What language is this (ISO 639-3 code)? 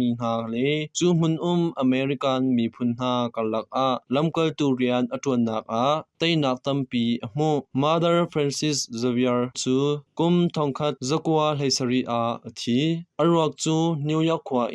cnh